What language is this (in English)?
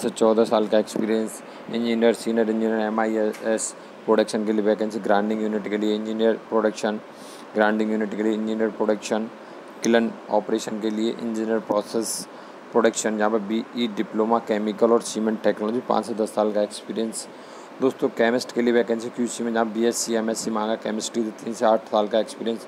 Hindi